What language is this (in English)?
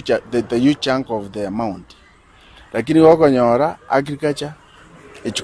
Gusii